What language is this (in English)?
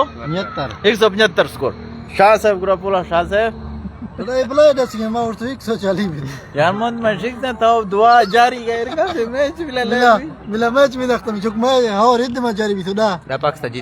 Eastern Balochi